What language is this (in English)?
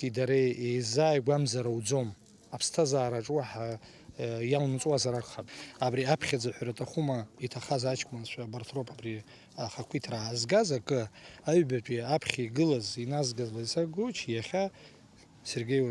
Abkhazian